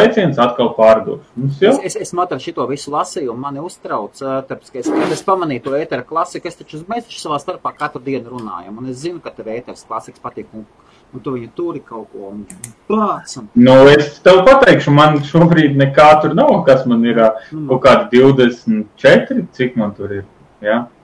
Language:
Latvian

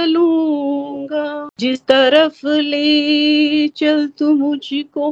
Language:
Hindi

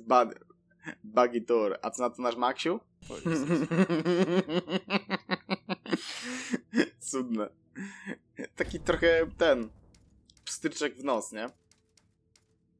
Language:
Polish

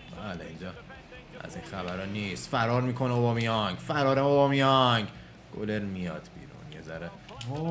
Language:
Persian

